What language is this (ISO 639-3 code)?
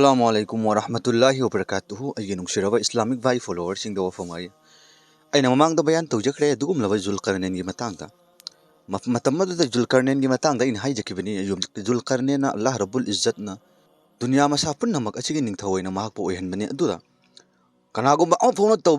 mni